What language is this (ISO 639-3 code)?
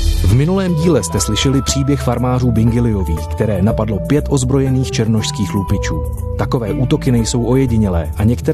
ces